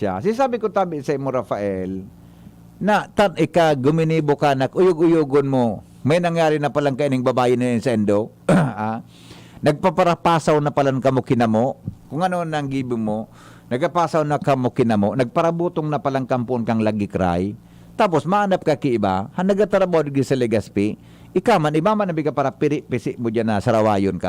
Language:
Bikol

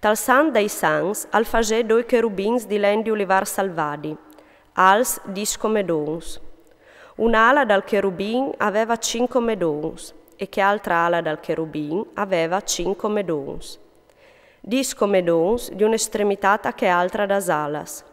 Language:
Friulian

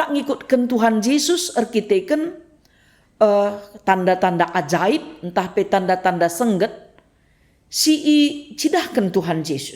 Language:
Batak Karo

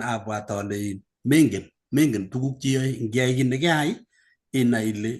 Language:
Kalenjin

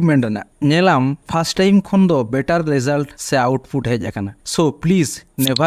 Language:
Santali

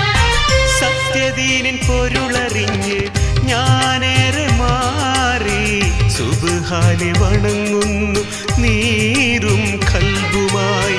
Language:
Malayalam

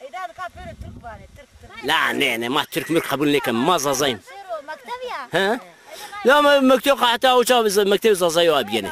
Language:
Zaza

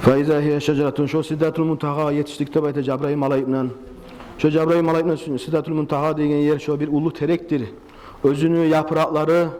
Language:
Kumyk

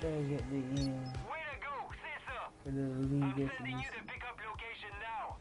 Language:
Jamaican Creole English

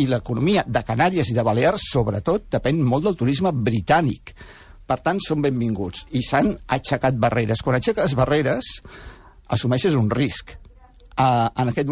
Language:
Catalan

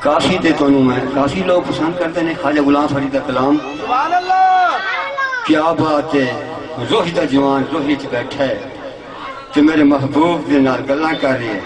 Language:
Saraiki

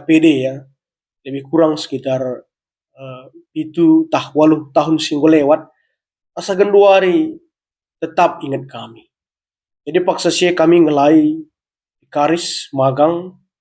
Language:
Batak Karo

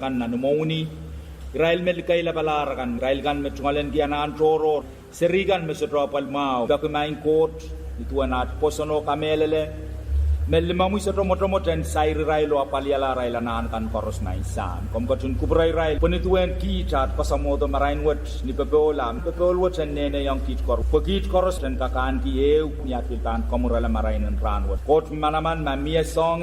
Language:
Pohnpeian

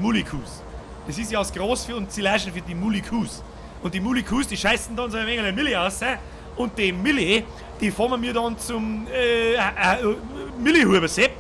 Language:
Bavarian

